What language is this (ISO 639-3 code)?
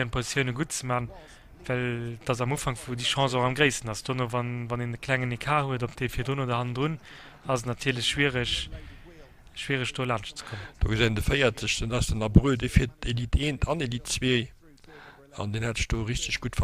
ltz